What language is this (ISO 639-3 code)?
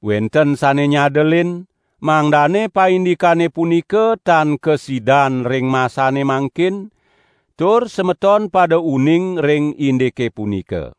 ban